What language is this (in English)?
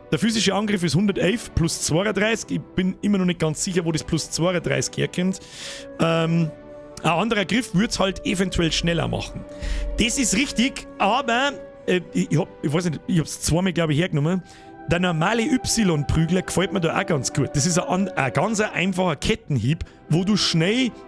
Bavarian